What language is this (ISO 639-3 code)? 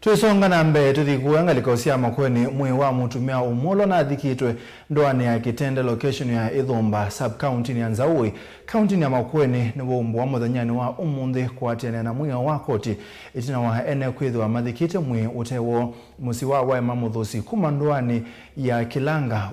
kam